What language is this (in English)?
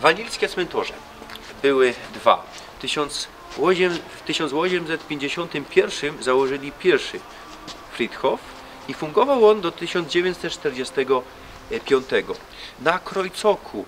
Silesian